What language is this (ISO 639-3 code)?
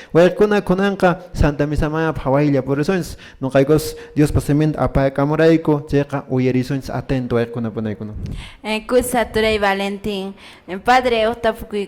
que